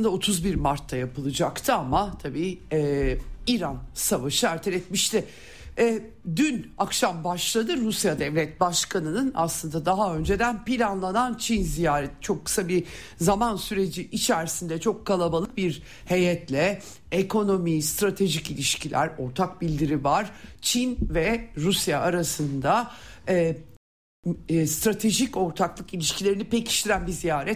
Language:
Turkish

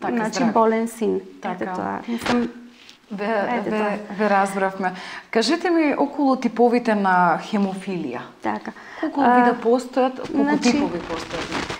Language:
Macedonian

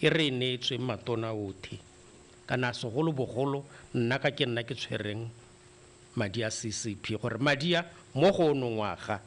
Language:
Tswana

